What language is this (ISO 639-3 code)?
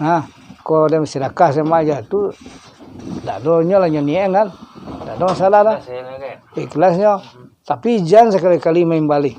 min